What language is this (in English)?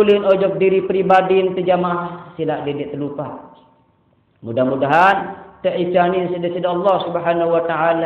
Sasak